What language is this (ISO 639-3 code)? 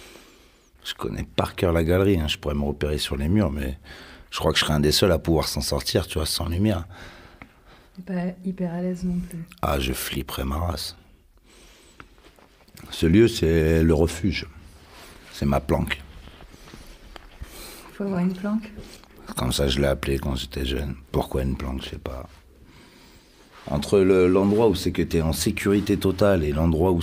fra